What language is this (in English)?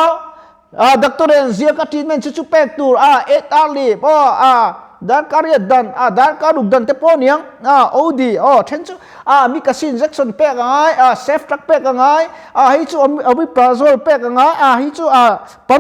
Mizo